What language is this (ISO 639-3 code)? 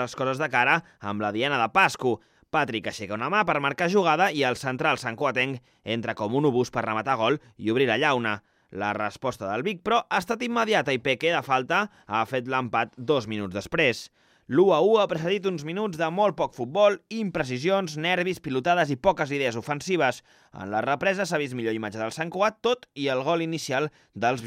cat